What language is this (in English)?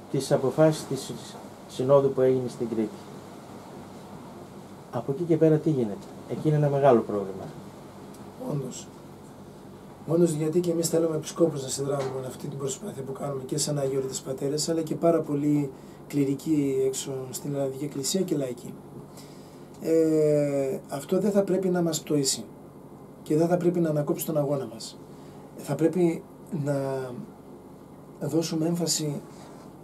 Greek